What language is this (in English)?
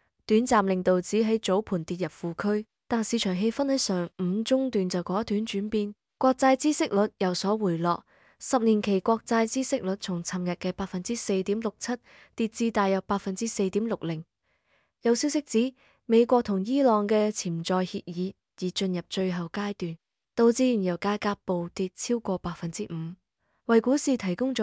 Cantonese